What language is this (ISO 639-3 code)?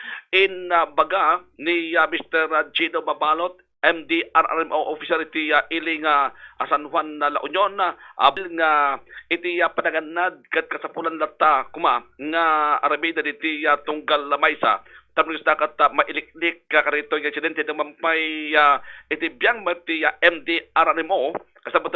ilo